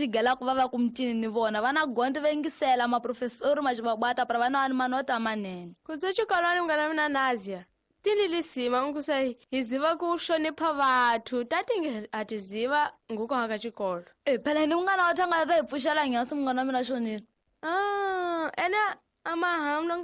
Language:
Tsonga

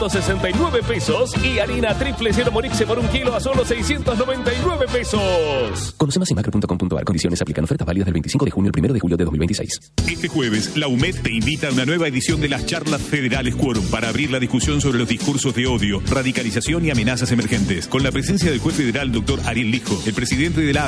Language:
Spanish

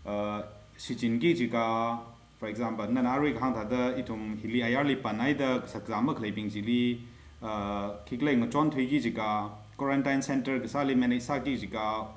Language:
Tangkhul Naga (India)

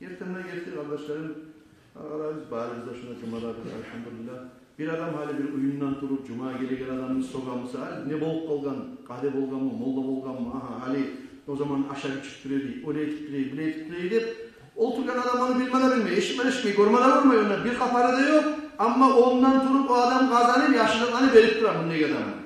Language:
Kumyk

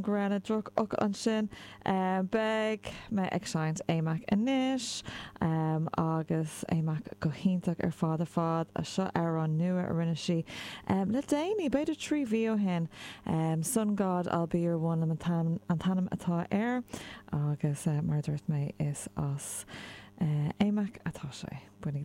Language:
Irish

